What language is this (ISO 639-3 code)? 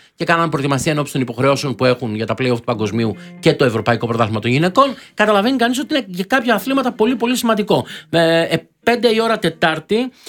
ell